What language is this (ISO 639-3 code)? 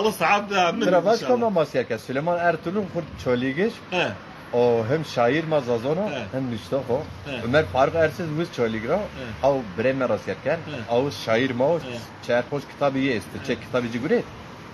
zza